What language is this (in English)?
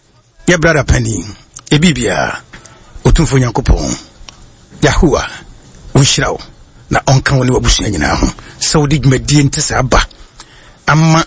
Akan